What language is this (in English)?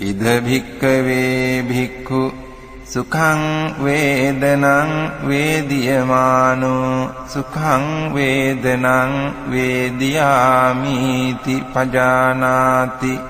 Pali